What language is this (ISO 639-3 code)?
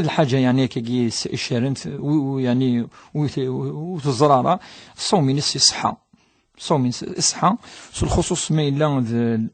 kab